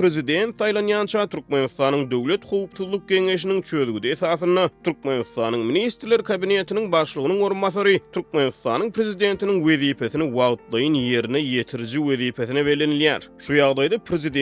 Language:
Turkmen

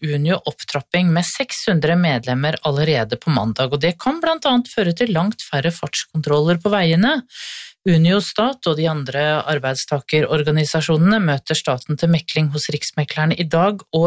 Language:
Norwegian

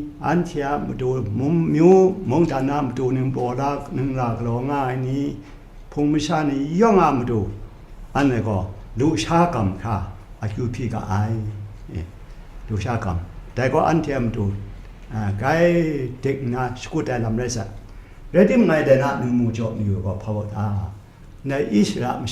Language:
Kachin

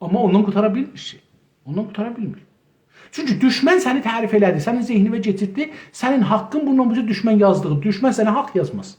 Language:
South Azerbaijani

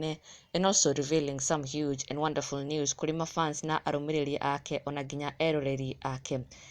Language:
Kikuyu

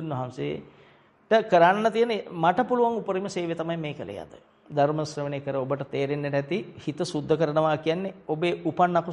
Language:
Sinhala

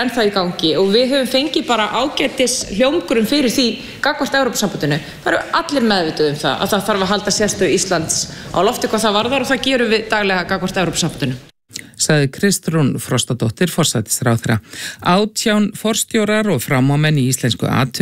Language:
Icelandic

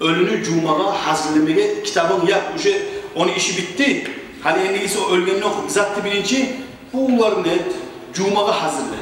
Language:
Kumyk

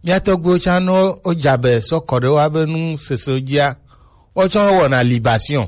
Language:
Gen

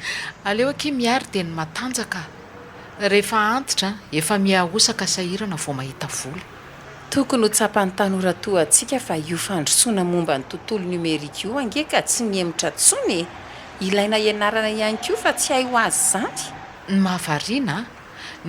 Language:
Malagasy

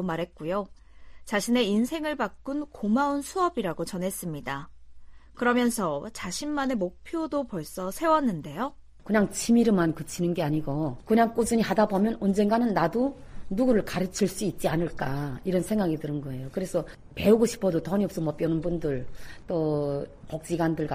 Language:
Korean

